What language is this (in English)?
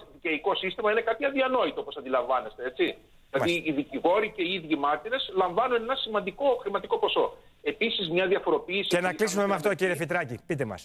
Greek